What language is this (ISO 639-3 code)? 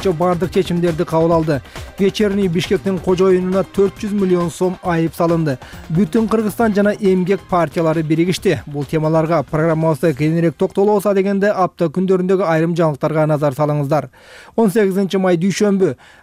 kir